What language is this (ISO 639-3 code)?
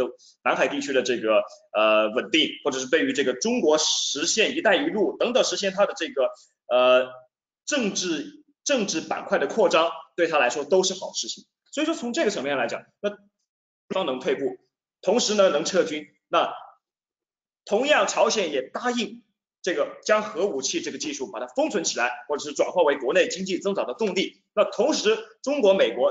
zho